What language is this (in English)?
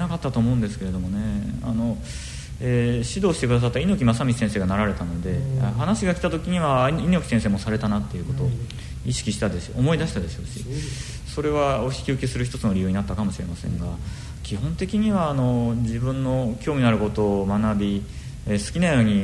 Japanese